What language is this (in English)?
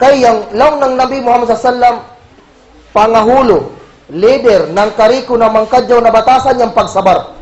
Kagan Kalagan